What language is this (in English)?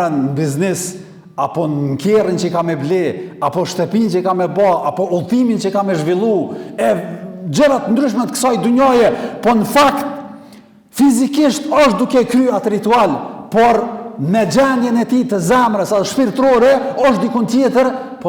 Albanian